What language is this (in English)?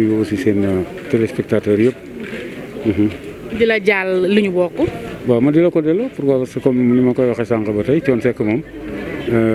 Wolof